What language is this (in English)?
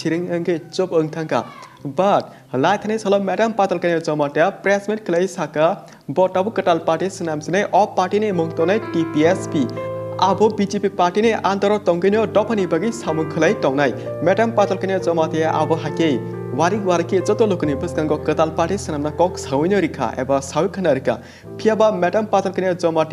Kok Borok